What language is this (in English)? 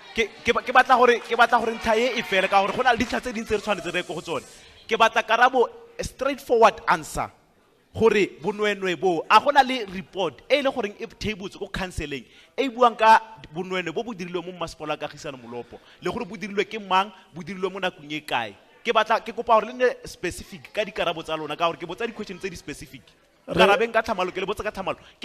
Tswana